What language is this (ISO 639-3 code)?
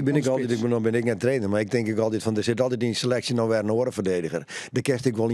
fry